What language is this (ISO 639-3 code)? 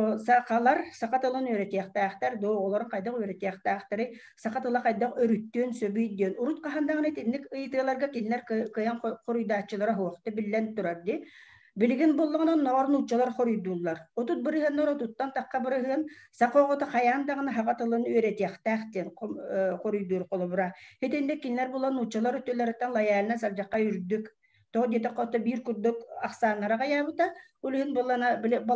sah